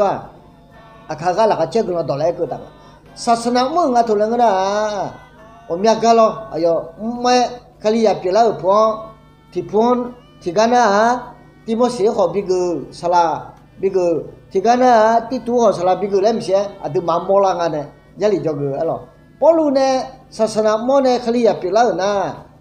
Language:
Akha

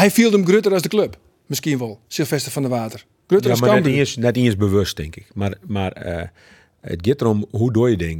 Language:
Western Frisian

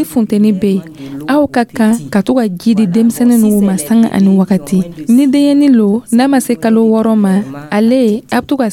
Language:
Dyula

